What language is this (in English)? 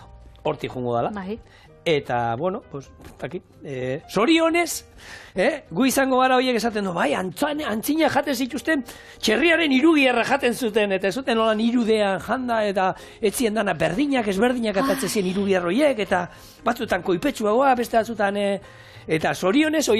Basque